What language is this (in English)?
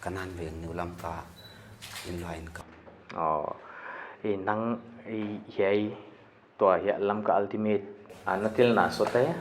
Paite Chin